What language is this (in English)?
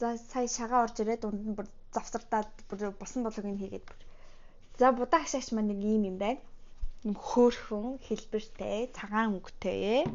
Mongolian